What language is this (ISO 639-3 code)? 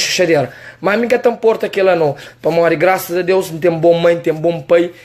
kea